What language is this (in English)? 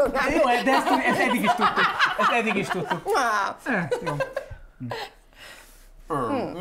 Hungarian